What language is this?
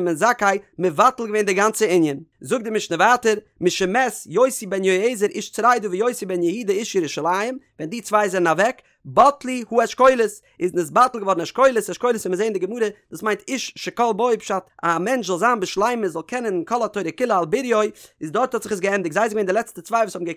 Yiddish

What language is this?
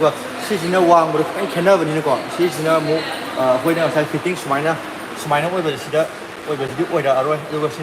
Manipuri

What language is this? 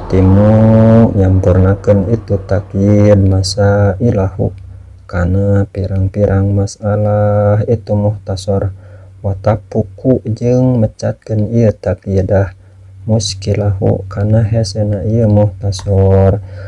Sundanese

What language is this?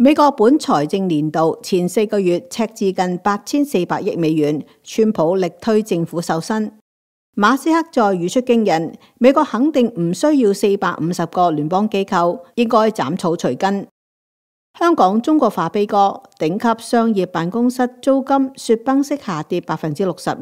Cantonese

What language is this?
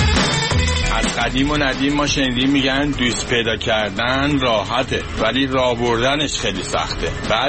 Persian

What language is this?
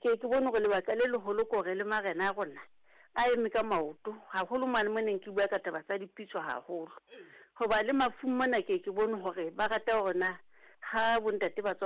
Southern Sotho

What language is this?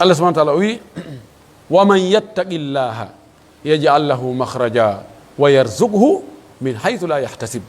Pular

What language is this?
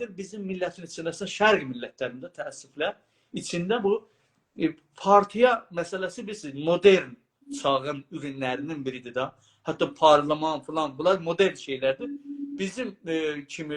South Azerbaijani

